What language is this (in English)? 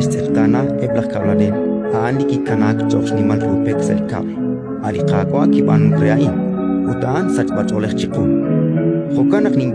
Kekchí